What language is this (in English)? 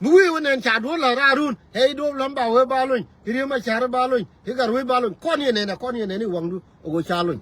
Nuer